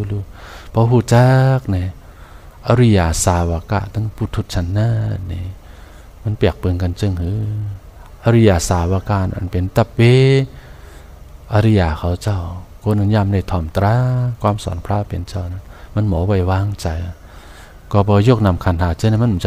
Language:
Shan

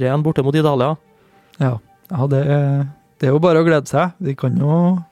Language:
Norwegian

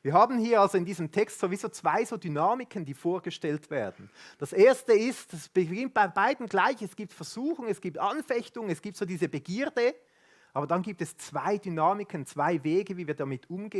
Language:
Swiss German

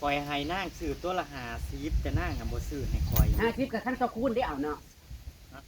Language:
Northeastern Thai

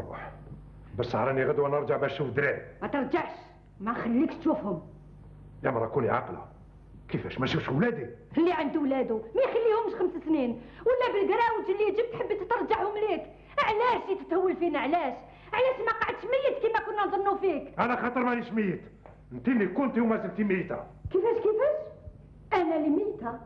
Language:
Algerian Arabic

